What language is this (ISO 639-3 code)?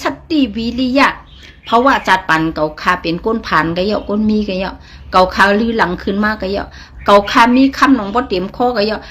shn